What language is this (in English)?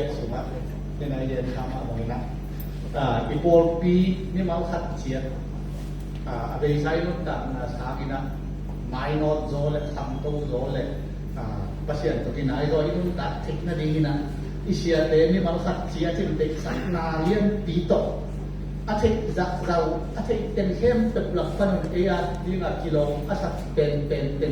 Tedim Chin